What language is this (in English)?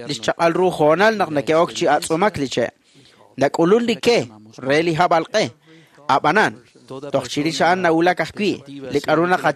Kekchí